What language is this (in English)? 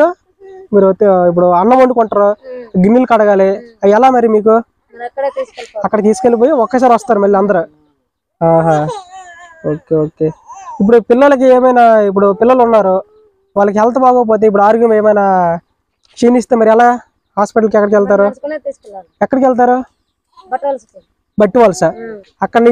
Telugu